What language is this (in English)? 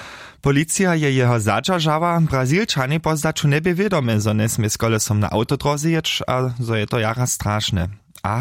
Upper Sorbian